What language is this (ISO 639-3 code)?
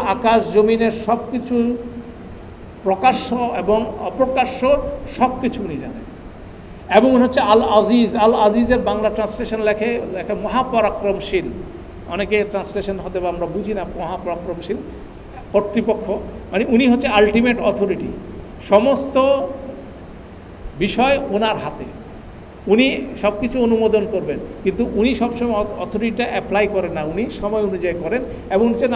ben